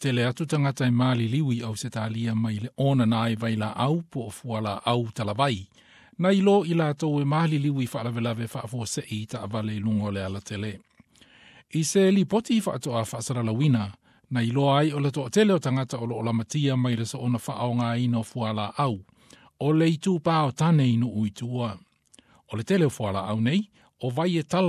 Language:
Samoan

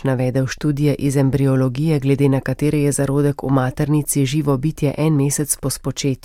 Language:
Slovenian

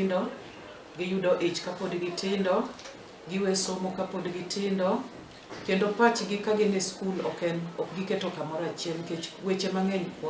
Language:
Luo (Kenya and Tanzania)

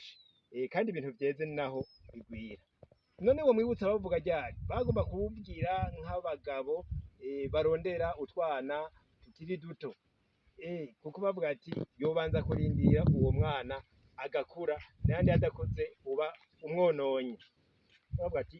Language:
Rundi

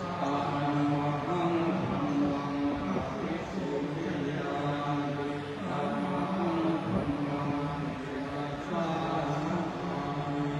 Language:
Pali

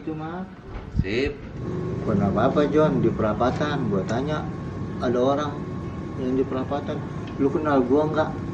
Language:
Betawi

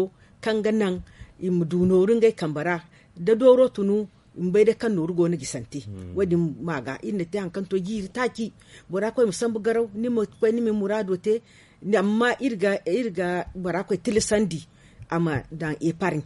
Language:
Zarma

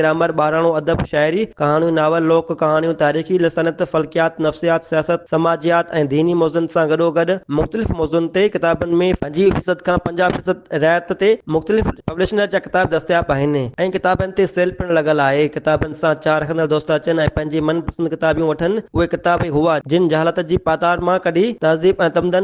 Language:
Sindhi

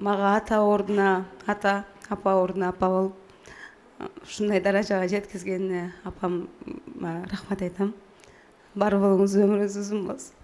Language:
Kyrgyz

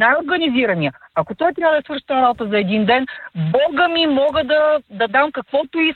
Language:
Bulgarian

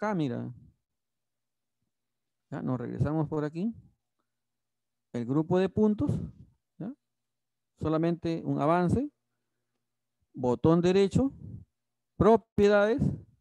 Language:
Spanish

